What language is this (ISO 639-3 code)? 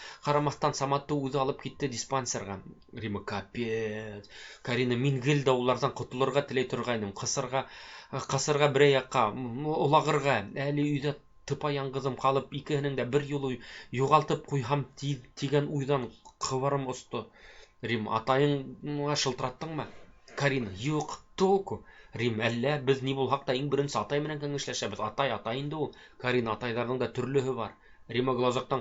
bak